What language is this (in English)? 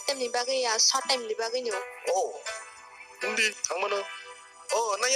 Kok Borok